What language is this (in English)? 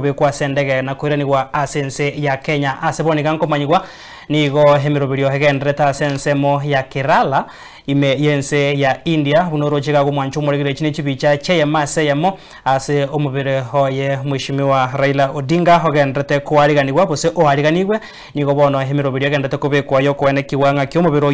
Gusii